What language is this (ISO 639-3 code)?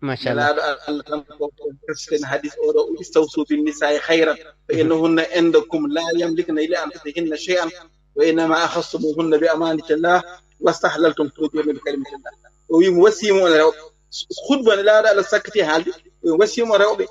ful